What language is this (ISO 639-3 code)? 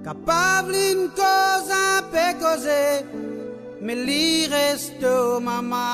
mfe